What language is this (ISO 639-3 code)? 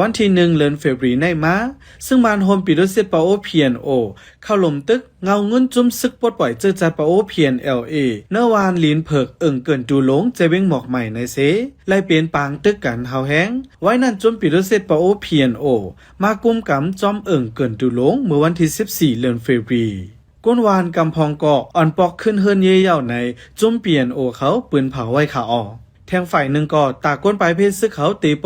shn